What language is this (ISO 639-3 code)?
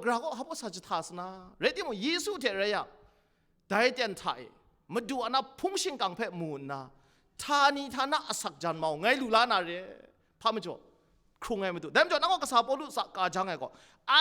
kac